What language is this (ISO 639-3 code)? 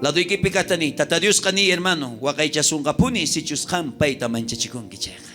quh